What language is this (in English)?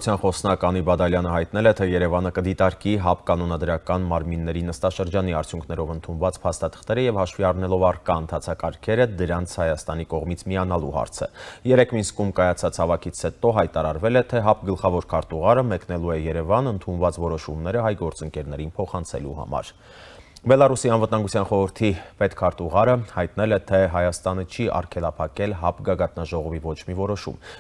Armenian